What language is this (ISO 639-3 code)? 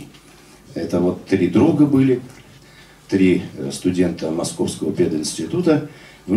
rus